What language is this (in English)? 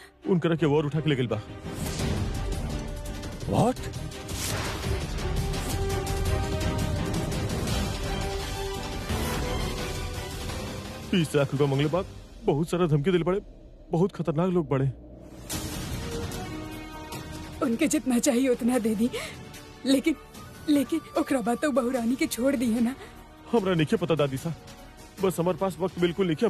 Bhojpuri